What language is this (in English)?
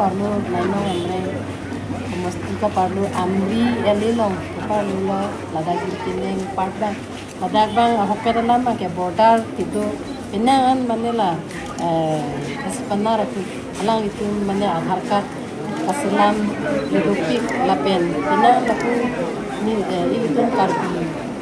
Karbi